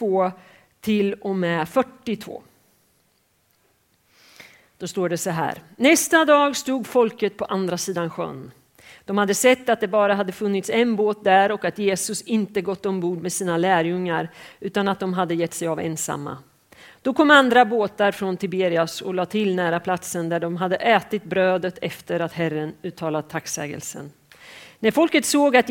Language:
Swedish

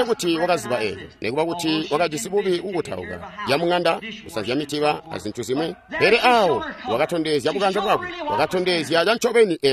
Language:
Tonga (Zambia)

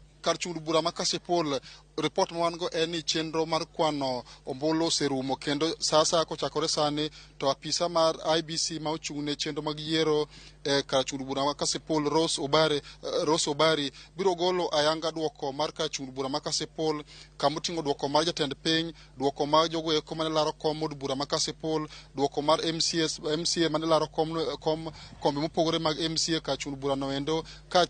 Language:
Luo (Kenya and Tanzania)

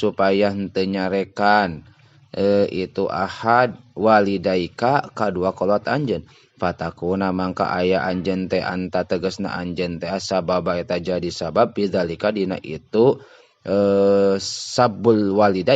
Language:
Sundanese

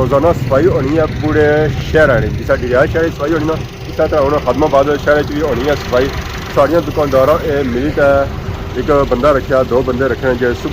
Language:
Pahari-Potwari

